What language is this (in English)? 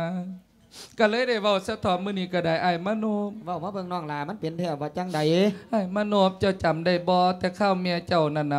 Lao